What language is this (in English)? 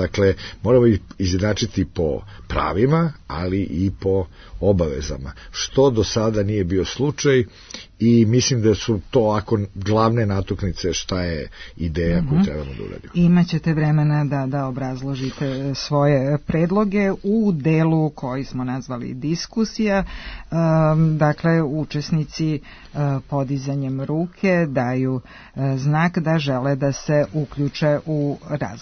Serbian